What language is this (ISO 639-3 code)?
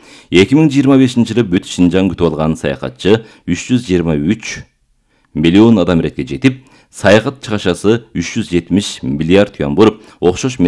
kir